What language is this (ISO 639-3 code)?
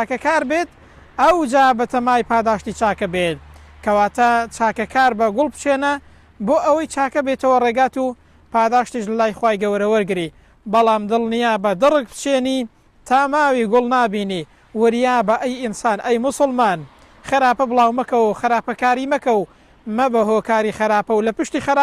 ckb